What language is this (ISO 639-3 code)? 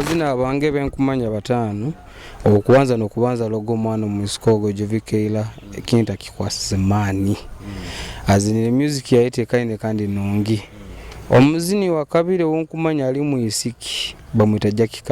nyo